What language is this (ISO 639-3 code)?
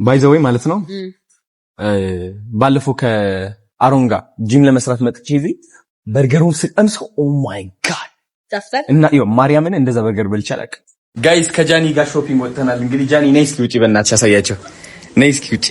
amh